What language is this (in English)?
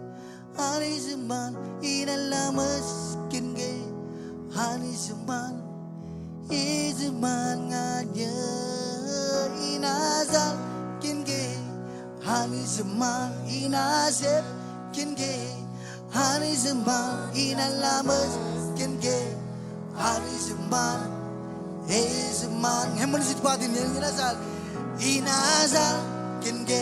Marshallese